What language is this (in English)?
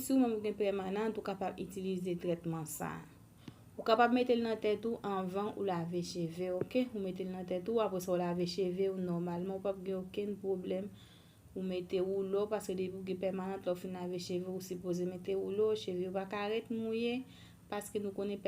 Haitian Creole